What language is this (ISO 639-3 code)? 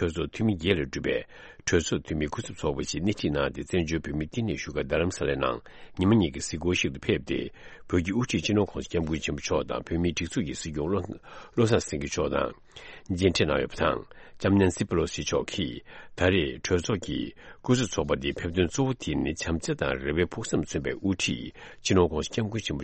bod